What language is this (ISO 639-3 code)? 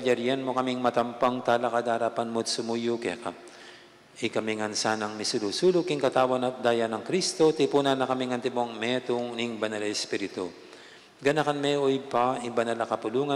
pam